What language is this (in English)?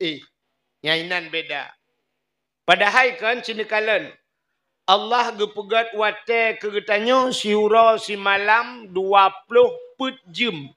Achinese